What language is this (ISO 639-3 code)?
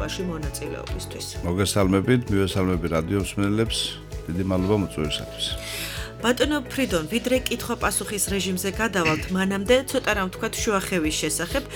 kat